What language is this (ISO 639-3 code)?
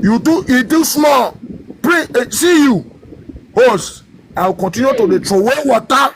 pcm